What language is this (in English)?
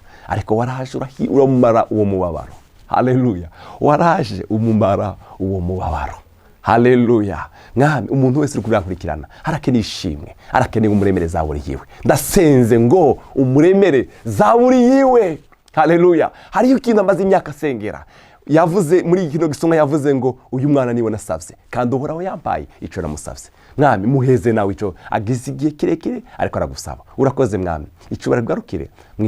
Rundi